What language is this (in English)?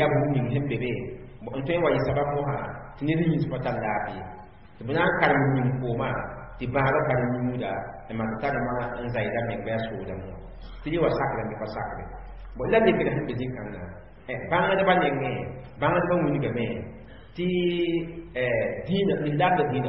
Mossi